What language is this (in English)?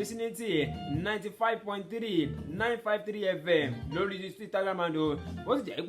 Yoruba